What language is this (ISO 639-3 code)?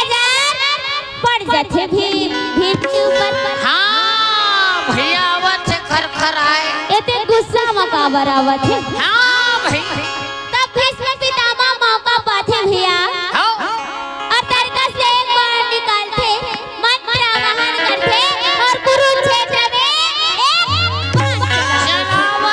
hne